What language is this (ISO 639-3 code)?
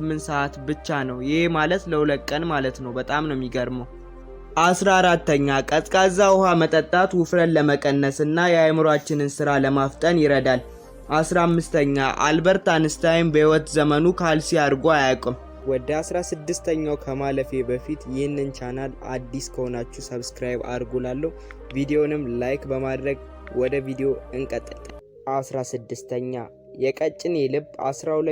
amh